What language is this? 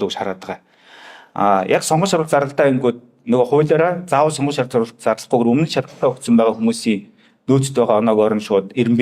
Mongolian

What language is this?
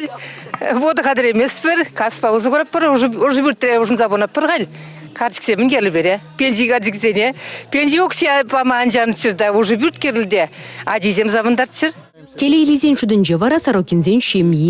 Chuvash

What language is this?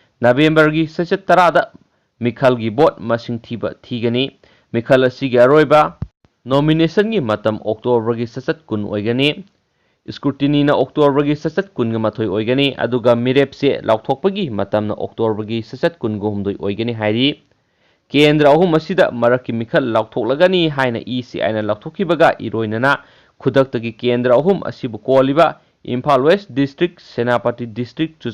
Manipuri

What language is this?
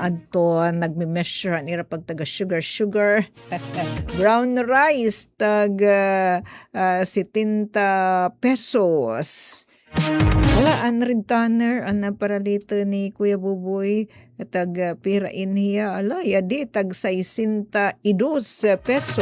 Waray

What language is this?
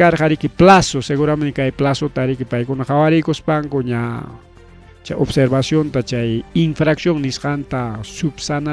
Ayacucho Quechua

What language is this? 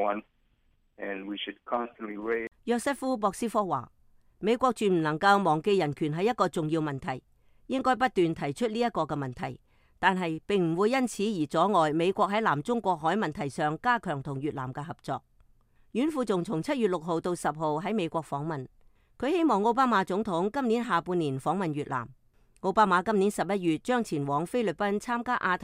Cantonese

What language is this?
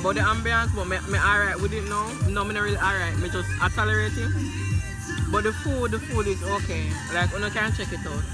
Jamaican Creole English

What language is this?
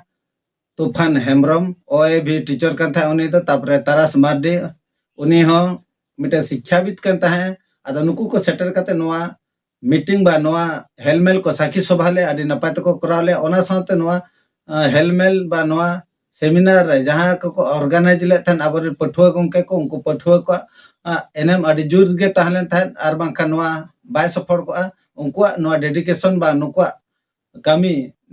Santali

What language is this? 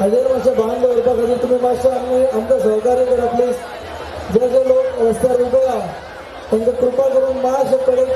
Konkani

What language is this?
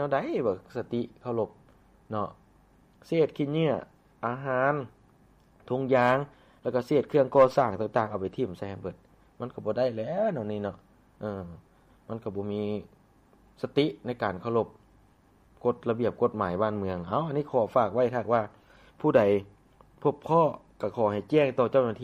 Lao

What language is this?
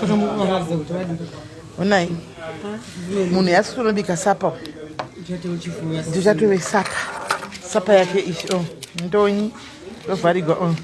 Shona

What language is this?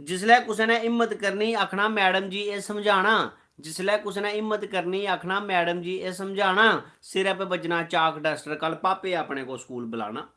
Dogri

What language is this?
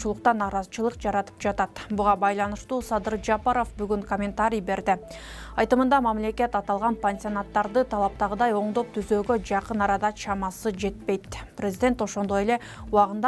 Kyrgyz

